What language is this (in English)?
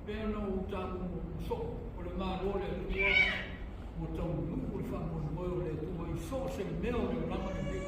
Samoan